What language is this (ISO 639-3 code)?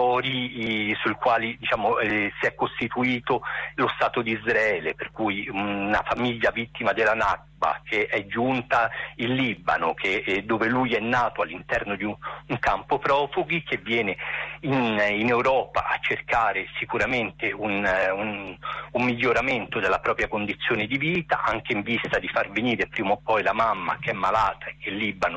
ita